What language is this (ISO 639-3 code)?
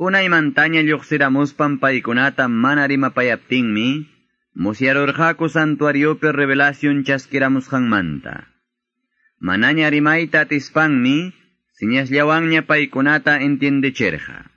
que